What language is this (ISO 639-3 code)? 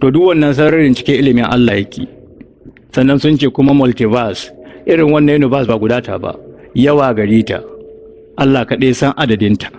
hau